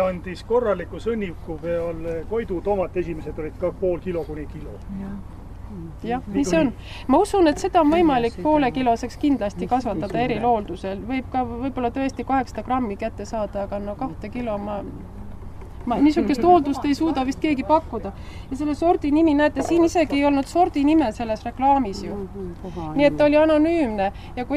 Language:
Estonian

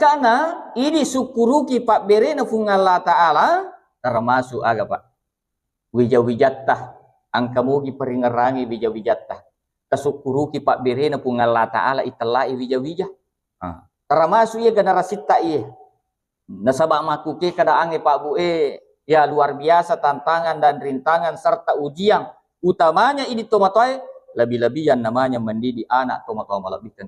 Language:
Buginese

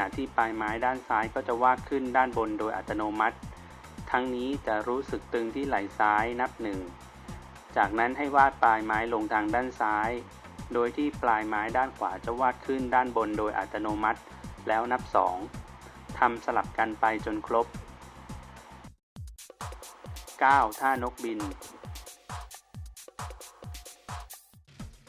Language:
Thai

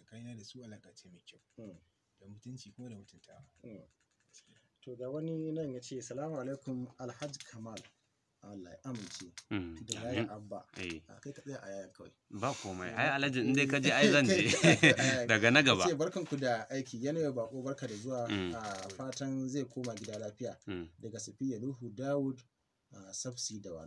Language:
Hausa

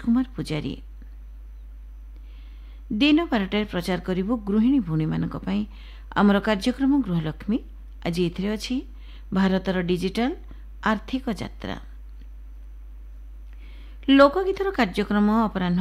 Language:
Odia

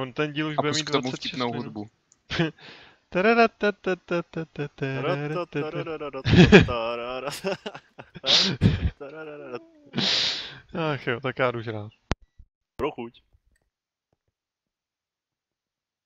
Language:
Czech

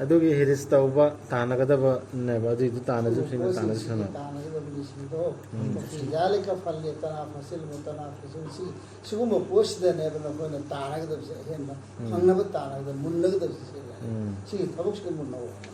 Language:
Manipuri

